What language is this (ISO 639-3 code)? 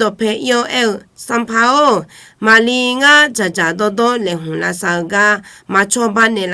ahk